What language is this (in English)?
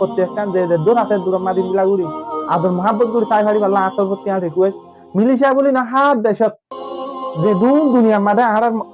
Rohingya